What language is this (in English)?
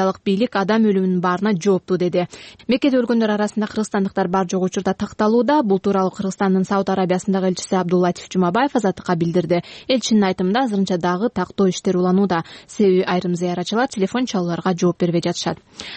Kyrgyz